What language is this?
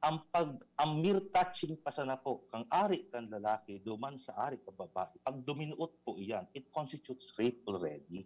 Bikol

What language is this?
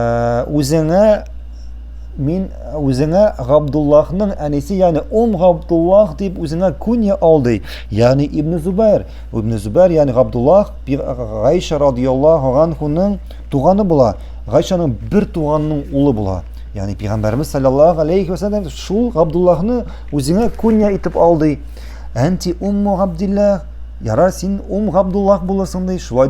Tatar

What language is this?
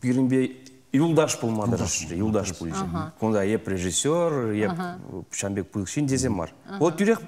Chuvash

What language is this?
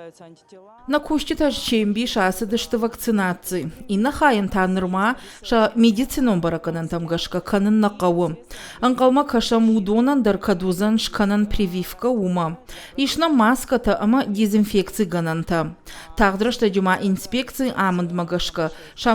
Ossetic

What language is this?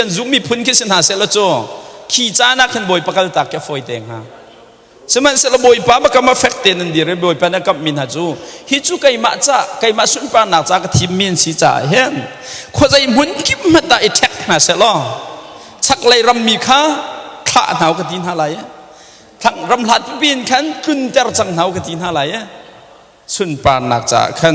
Hakha Chin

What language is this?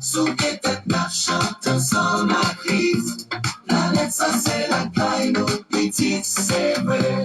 Haitian Creole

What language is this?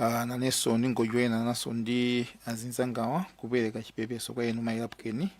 Nyanja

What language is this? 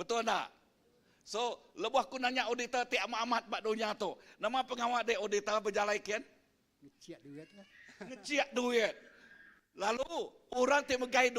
Iban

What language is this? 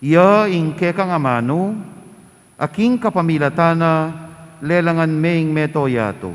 Pampanga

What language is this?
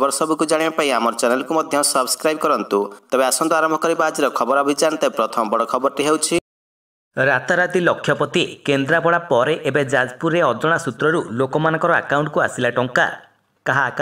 Odia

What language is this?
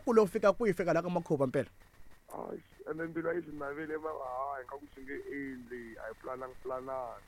Tsonga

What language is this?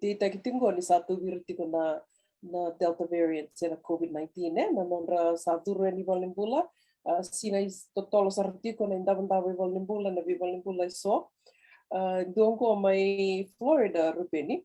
Fijian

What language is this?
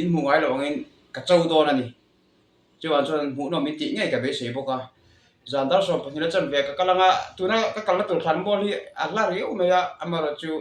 Mizo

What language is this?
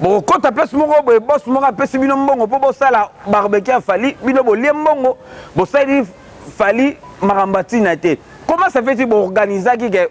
Lingala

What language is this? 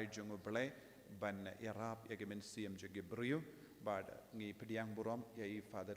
Khasi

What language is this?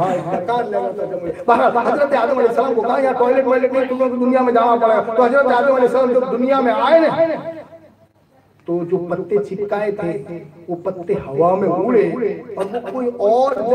Hindi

